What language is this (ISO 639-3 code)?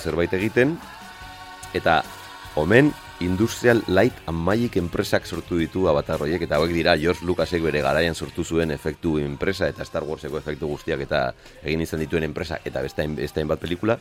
eus